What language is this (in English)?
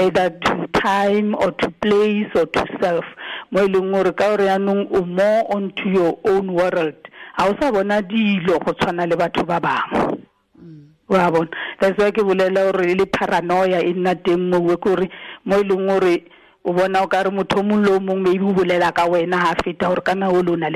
Tswana